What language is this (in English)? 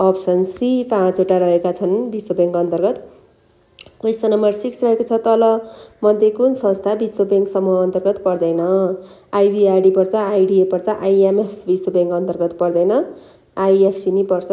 Nepali